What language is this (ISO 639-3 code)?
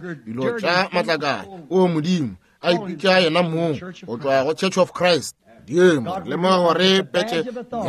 nso